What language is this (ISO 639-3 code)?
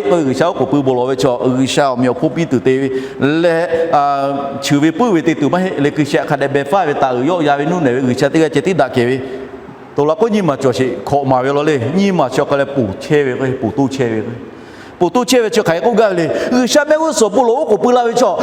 lhu